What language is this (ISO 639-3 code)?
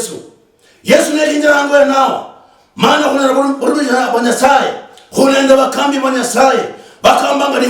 luy